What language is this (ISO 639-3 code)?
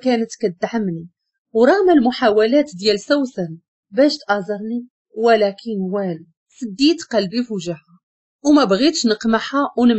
ary